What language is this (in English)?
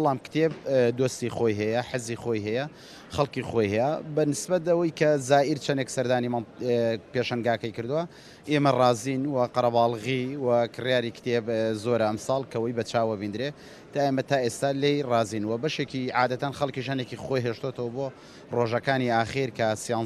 Central Kurdish